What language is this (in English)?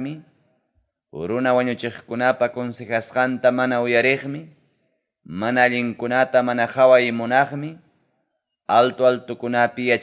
Ayacucho Quechua